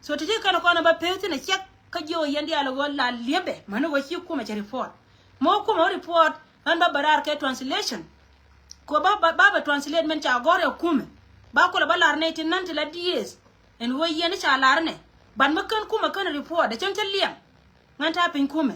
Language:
Nuer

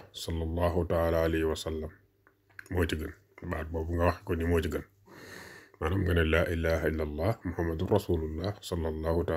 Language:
Wolof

